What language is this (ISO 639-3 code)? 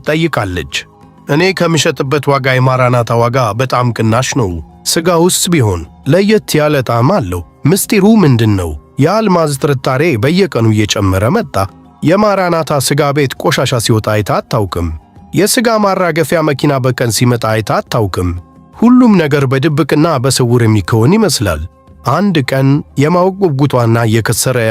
amh